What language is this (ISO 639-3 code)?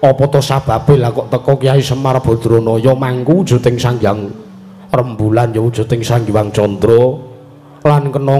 jav